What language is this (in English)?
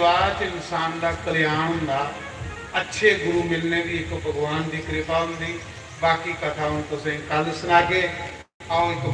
Dogri